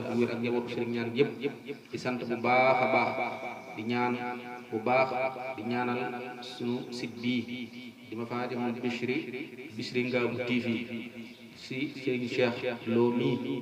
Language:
Wolof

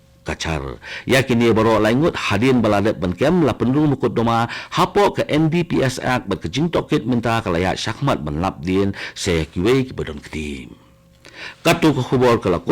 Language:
Khasi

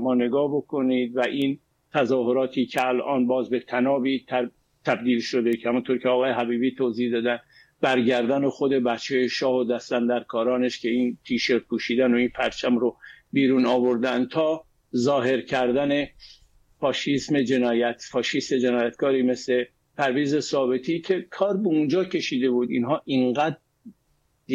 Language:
Persian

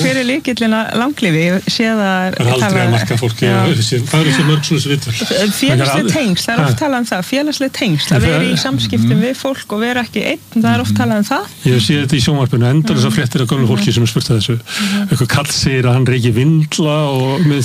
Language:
Icelandic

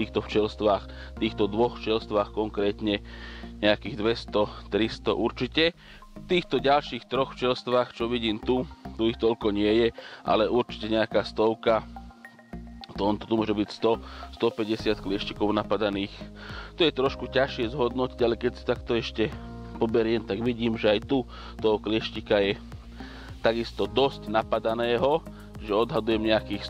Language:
Slovak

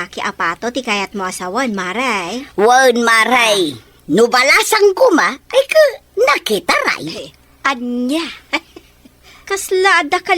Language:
Iloko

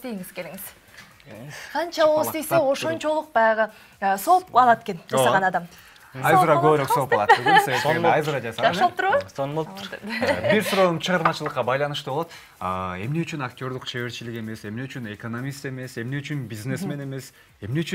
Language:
Kyrgyz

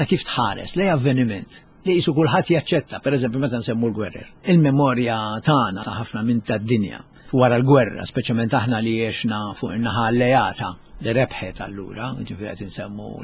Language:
Maltese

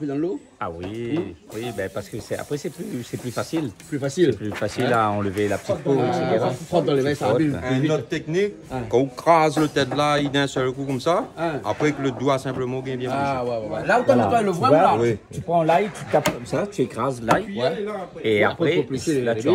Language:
Réunion Creole French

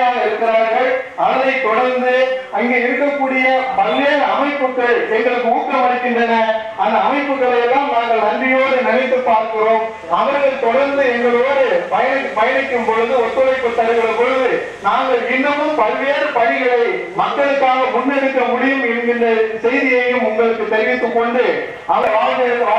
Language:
Tamil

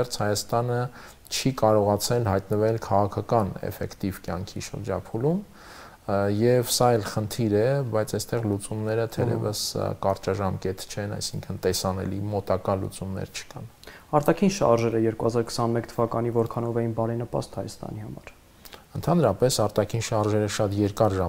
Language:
Armenian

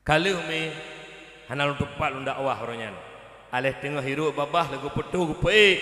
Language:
Achinese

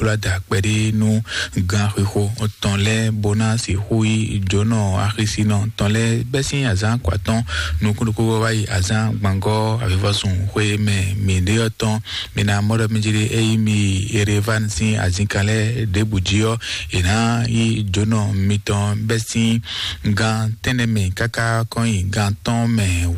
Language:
Fon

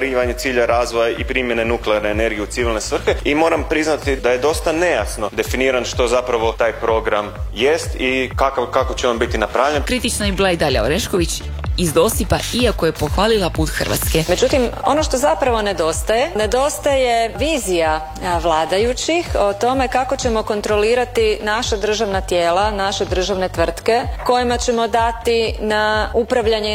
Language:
Croatian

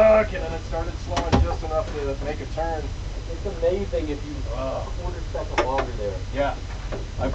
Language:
English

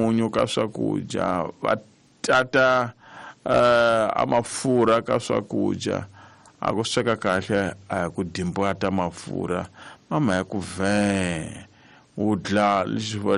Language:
Tsonga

